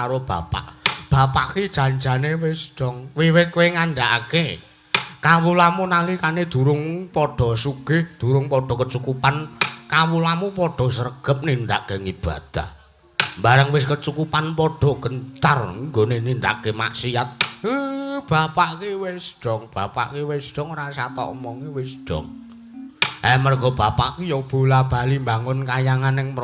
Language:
Javanese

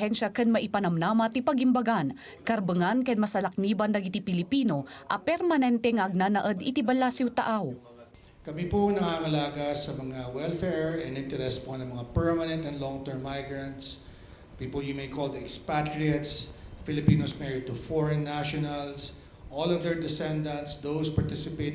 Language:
Iloko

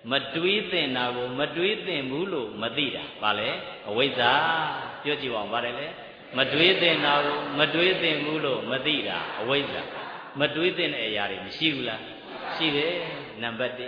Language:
Burmese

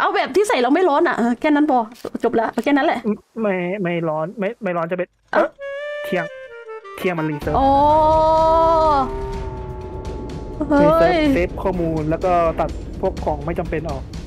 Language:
Thai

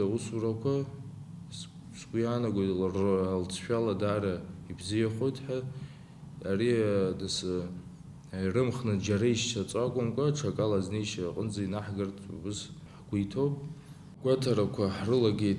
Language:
Abkhazian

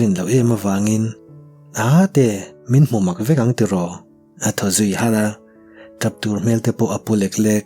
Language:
Mizo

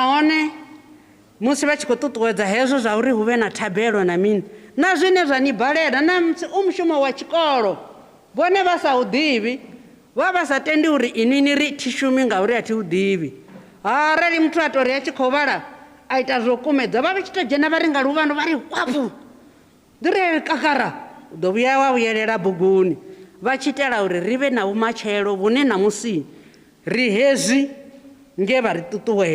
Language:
Venda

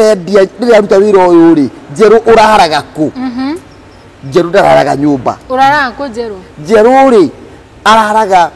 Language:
Kikuyu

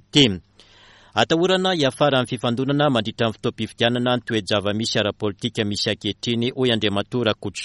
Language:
Malagasy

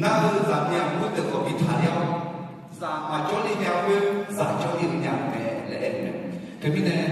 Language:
Akha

